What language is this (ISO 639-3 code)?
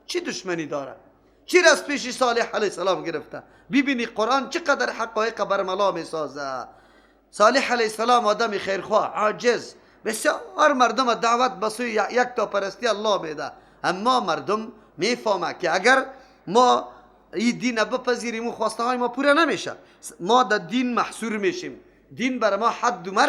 fas